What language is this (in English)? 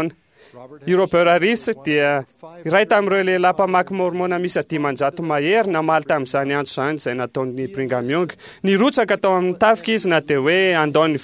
Malagasy